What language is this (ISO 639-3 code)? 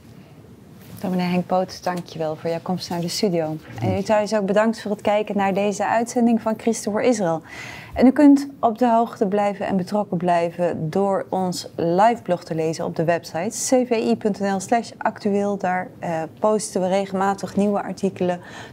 nld